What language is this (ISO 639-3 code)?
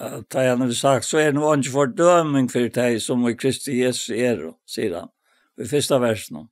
fao